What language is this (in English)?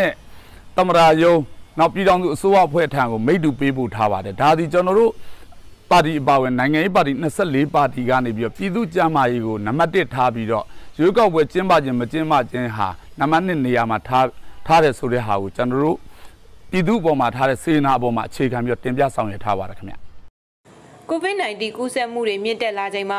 Burmese